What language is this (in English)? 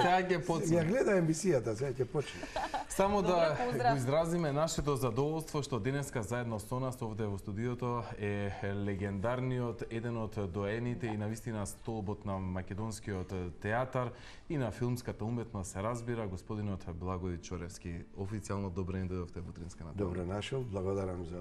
Macedonian